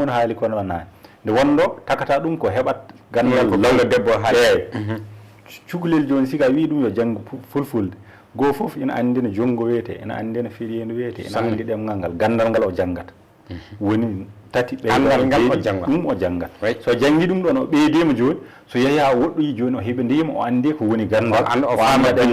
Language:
Fula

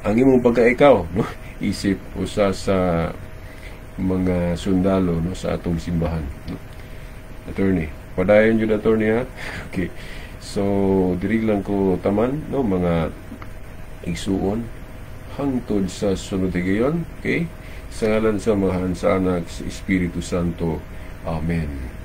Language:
Cebuano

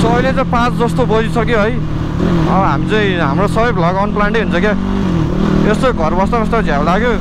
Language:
Nepali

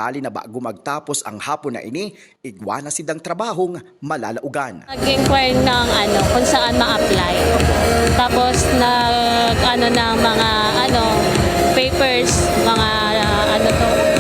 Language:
Bikol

